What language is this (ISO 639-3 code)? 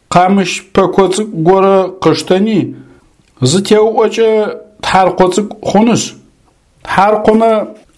ady